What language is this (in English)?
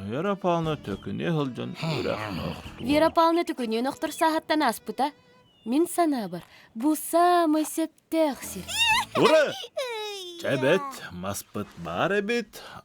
Yakut